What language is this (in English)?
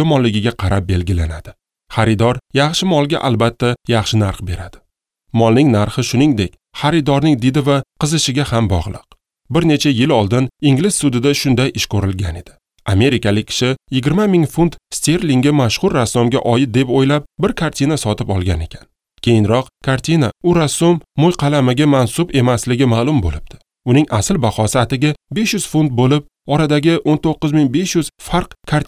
Uzbek